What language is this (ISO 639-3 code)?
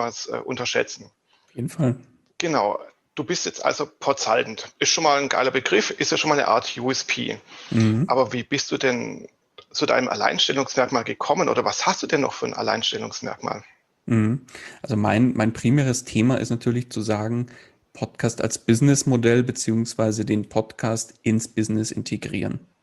deu